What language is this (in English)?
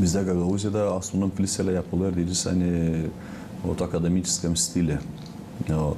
Gagauz